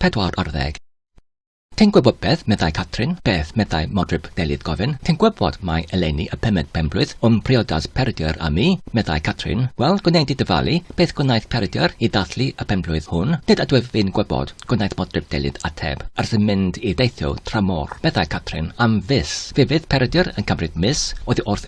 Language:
Welsh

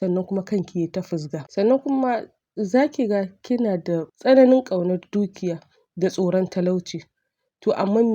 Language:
Hausa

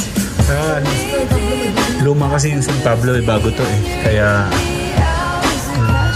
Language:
Filipino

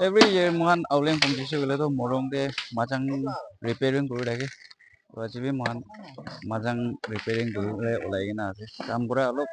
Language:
Naga Pidgin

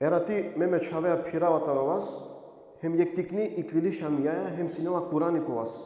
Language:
Balkan Romani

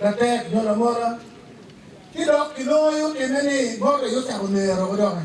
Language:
Acoli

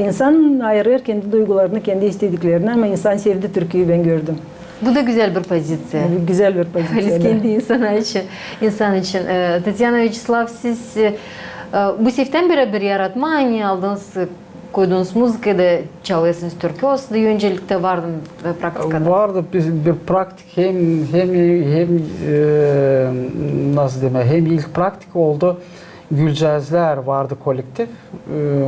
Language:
Gagauz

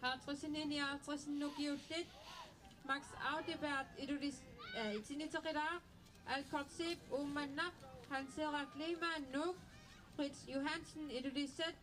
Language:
Kalaallisut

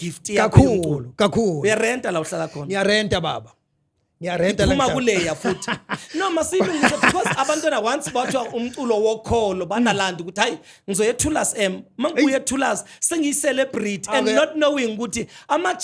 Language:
Zulu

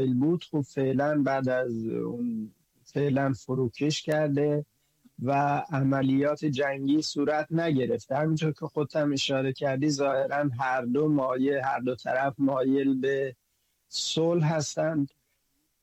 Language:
Persian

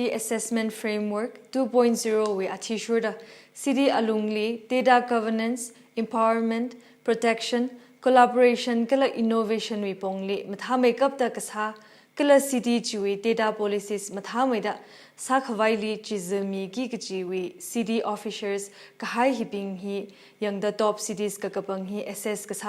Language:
Tangkhul Naga (India)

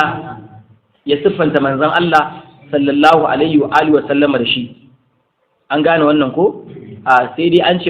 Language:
Hausa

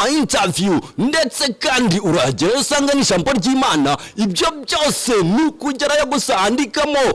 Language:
Kinyarwanda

